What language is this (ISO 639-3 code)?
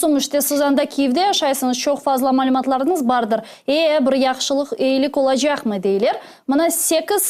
crh